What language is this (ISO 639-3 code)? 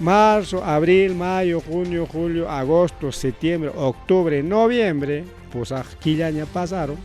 quy